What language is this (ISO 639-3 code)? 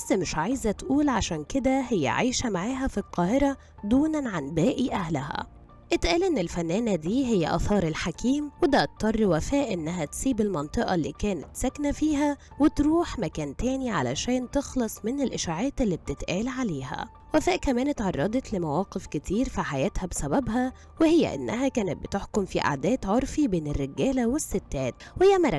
arz